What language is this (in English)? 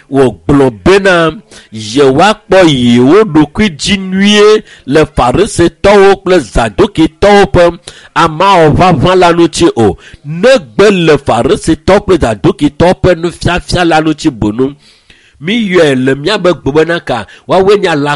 Ewe